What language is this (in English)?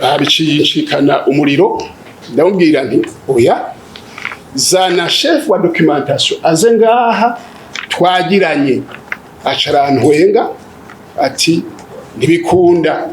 Rundi